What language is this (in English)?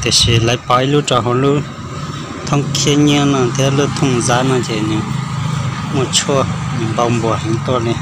Hmong